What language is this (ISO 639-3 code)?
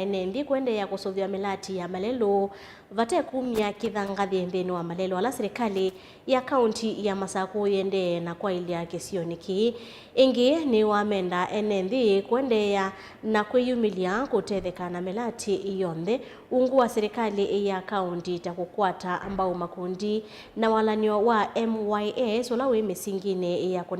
kam